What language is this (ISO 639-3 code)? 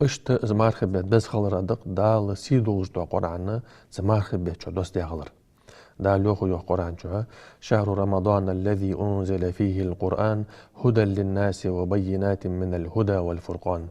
inh